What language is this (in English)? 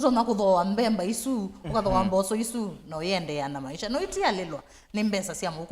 Kamba